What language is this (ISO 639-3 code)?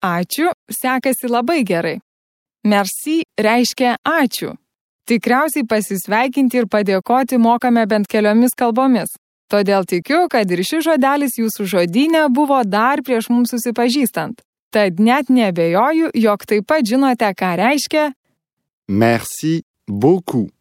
lit